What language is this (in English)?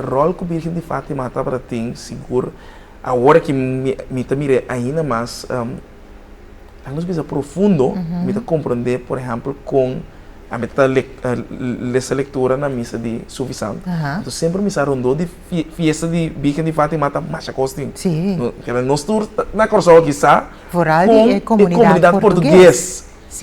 Papiamento